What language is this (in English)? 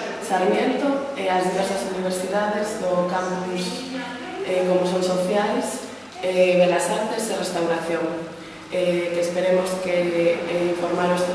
Galician